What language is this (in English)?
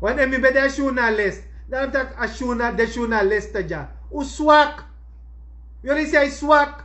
Sranan Tongo